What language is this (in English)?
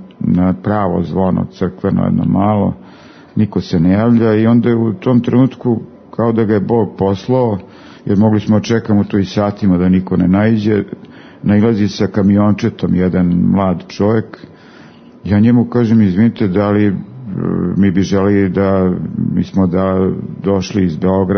Serbian